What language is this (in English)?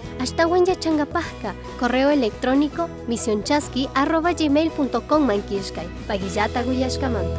Chimborazo Highland Quichua